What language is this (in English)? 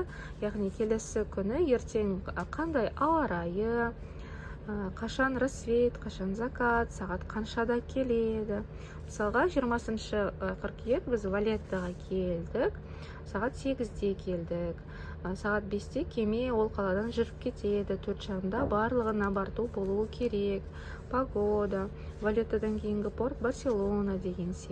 Kazakh